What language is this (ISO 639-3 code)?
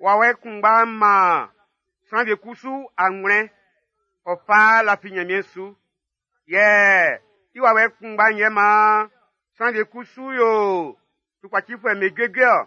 bci